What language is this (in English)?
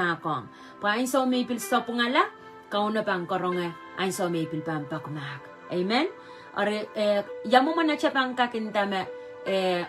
Pohnpeian